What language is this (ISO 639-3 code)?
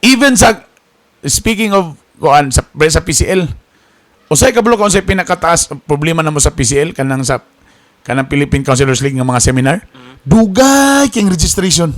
ceb